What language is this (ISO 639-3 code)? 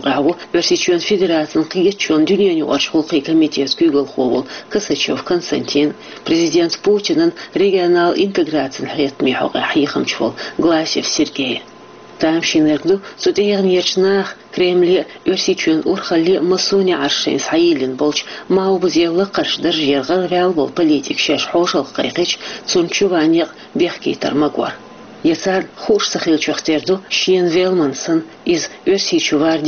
che